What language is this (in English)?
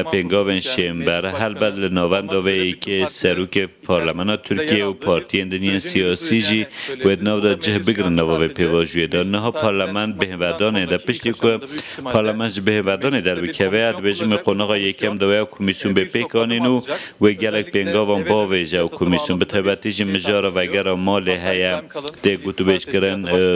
Kurdish